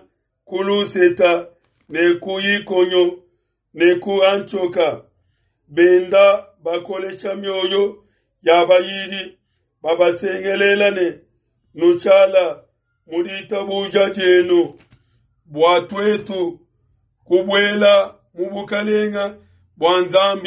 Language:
Luba-Lulua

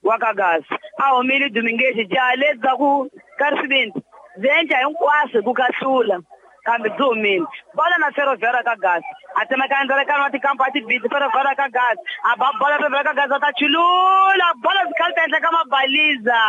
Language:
Tsonga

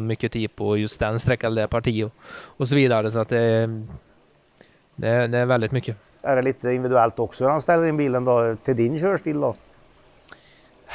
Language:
Swedish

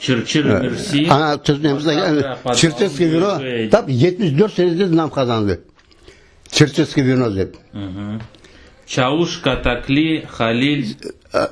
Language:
Crimean Tatar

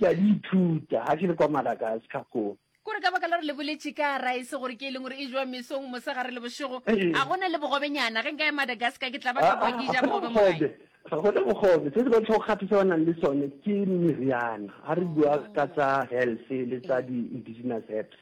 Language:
Northern Sotho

